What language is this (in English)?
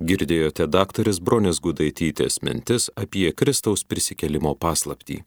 Lithuanian